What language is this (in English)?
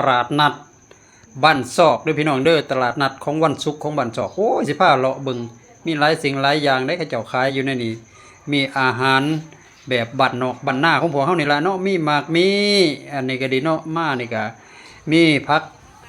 Lao